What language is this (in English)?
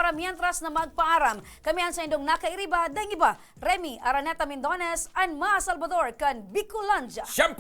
Bikol